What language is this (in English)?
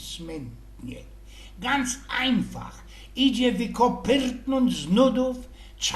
Silesian